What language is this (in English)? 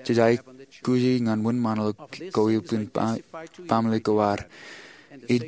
Marshallese